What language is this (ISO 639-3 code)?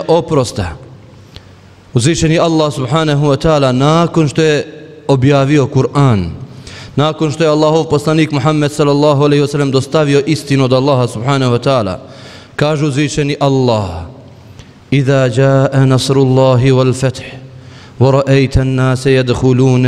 bos